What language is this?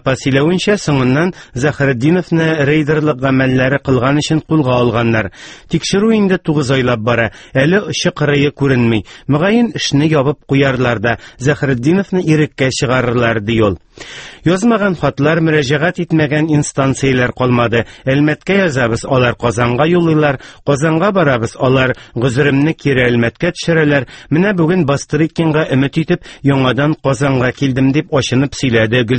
Tatar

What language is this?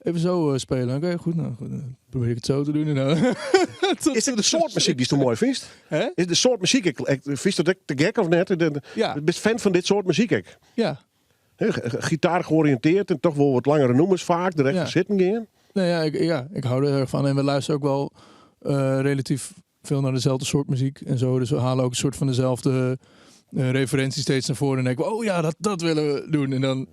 Western Frisian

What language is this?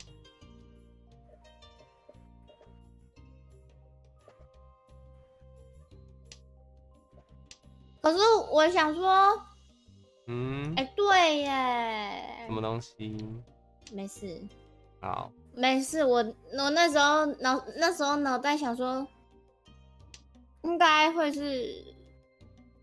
Chinese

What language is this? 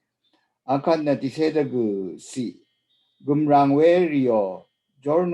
Rawang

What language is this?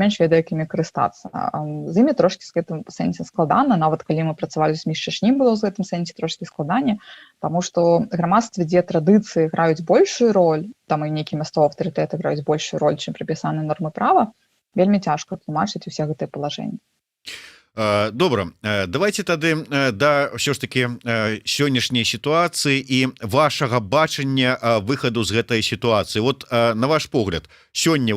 Belarusian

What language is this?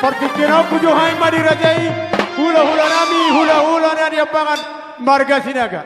Batak Toba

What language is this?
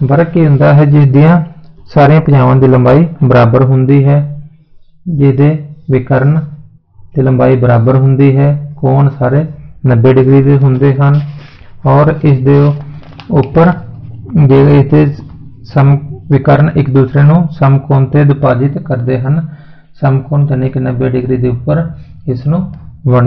Punjabi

